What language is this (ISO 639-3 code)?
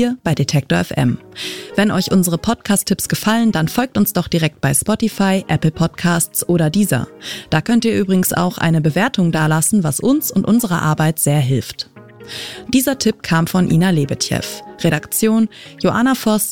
deu